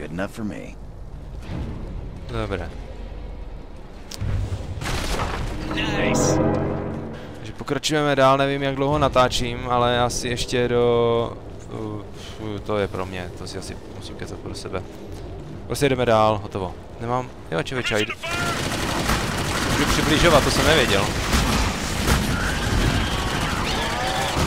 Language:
Czech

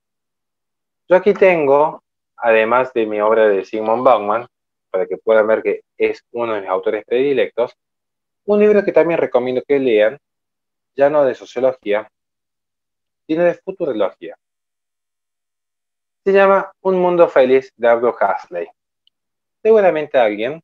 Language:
Spanish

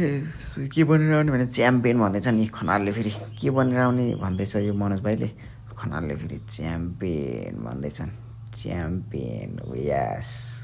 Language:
Nepali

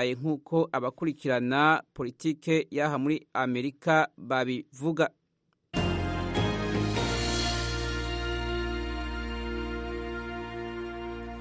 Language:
Kinyarwanda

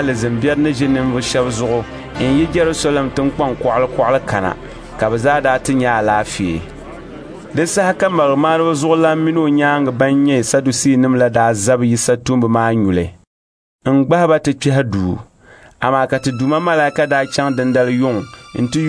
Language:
Dagbani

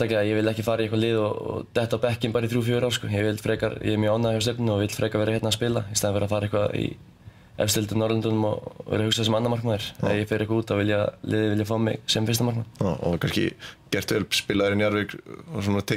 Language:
Icelandic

